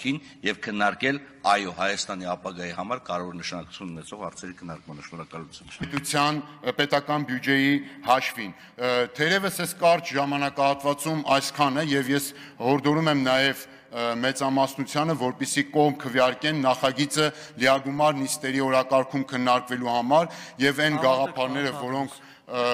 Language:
Armenian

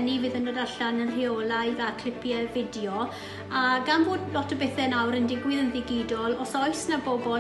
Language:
Welsh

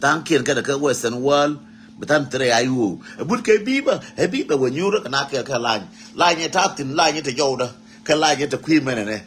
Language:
Nuer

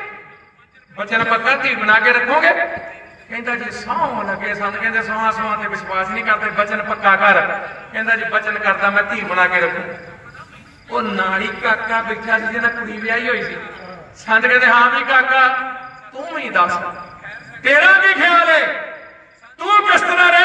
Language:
Punjabi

